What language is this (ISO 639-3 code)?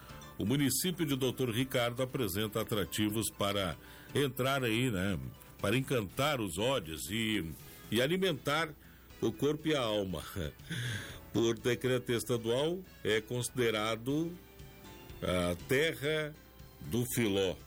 por